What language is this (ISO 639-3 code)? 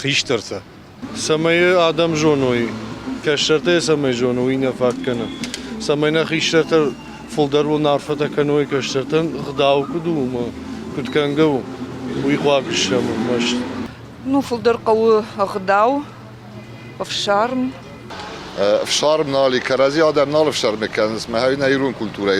oss